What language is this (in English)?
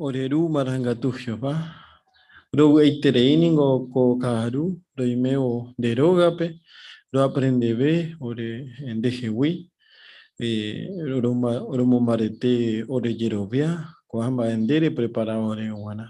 Guarani